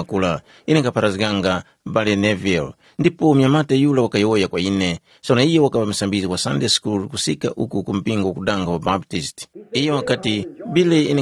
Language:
Tumbuka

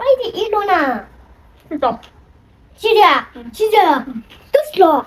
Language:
Manipuri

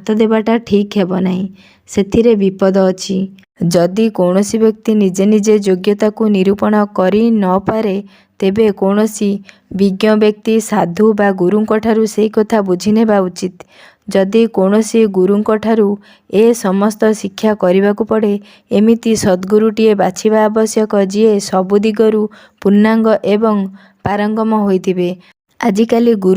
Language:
Odia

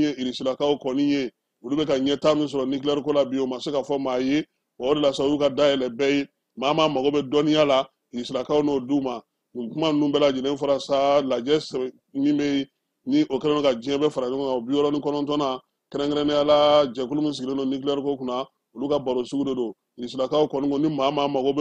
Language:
Bambara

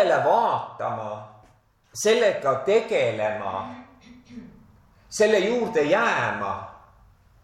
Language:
Estonian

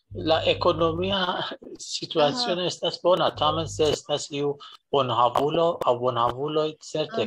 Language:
Esperanto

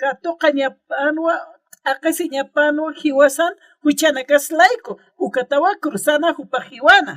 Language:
Aymara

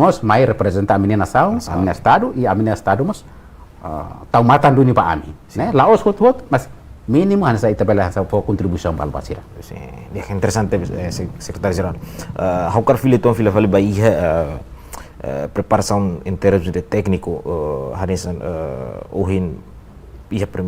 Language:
Tetum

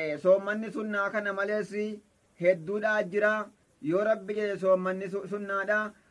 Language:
Oromo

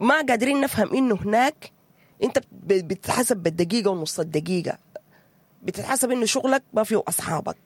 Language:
Sudanese Arabic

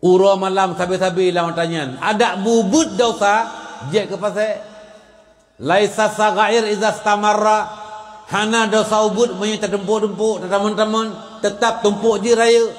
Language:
Achinese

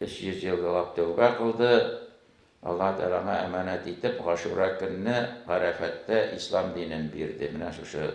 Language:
Tatar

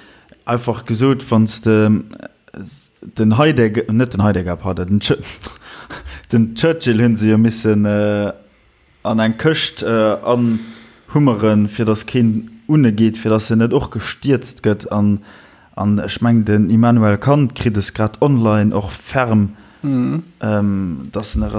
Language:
Luxembourgish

